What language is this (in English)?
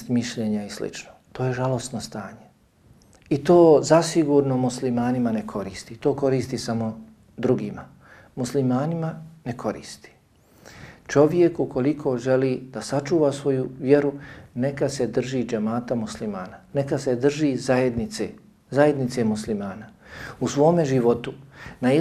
Bosnian